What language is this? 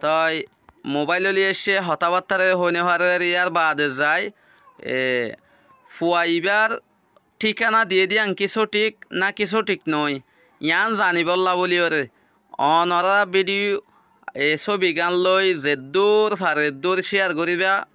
Rohingya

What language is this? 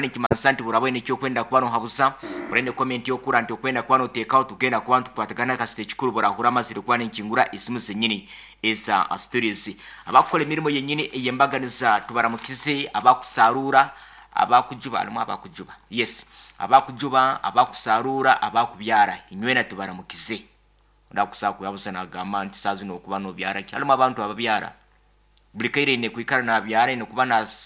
Nyankole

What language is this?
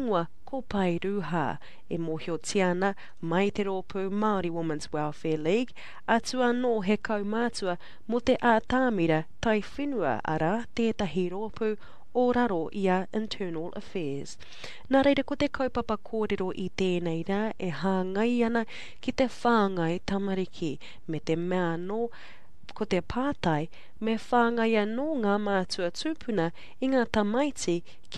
Māori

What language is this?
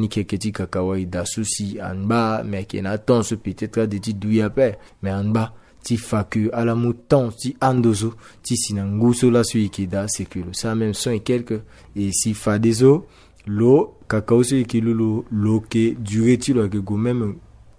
Sango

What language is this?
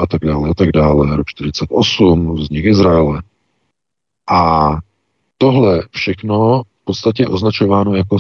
Czech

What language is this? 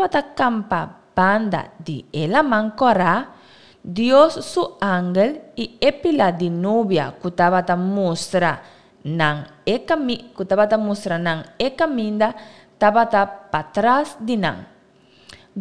Papiamento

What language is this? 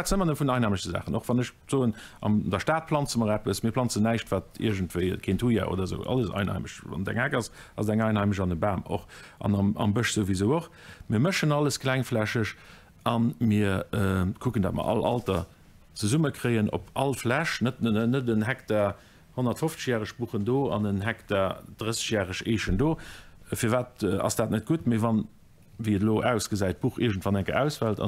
Luxembourgish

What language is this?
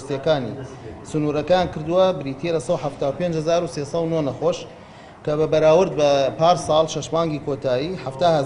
Central Kurdish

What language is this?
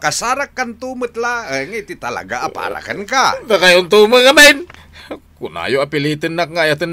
Iloko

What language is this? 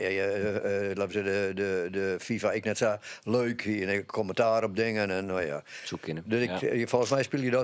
Western Frisian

